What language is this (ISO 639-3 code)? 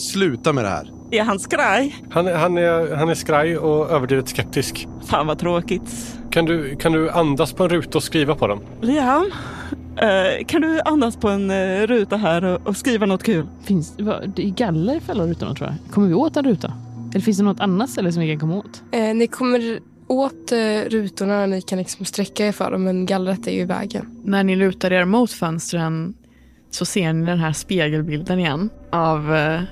swe